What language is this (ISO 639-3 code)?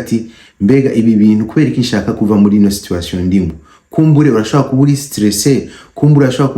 run